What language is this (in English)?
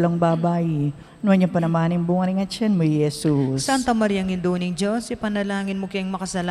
Pampanga